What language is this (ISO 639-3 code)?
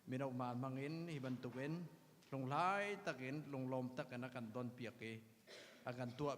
cnh